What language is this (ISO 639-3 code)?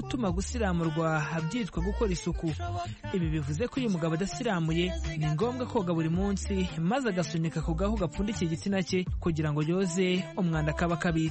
kin